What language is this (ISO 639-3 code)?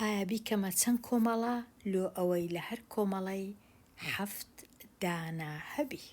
ckb